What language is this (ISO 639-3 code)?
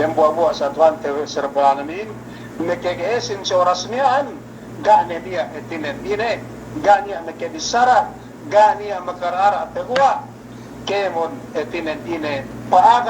yka